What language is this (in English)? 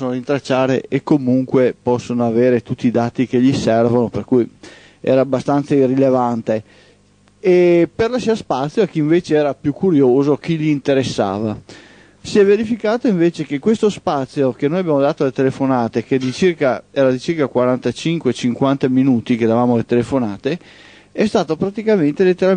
Italian